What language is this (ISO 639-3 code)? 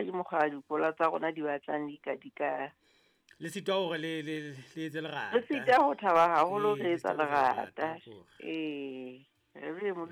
sot